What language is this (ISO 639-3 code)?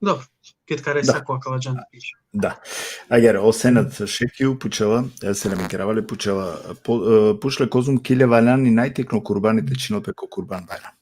rmn